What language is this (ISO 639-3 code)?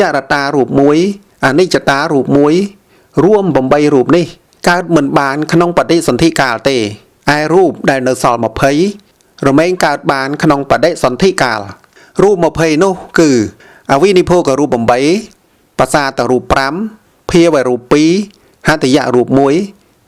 khm